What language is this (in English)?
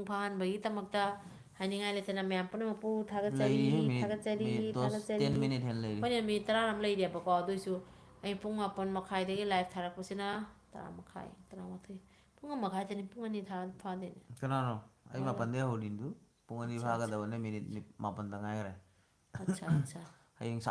Manipuri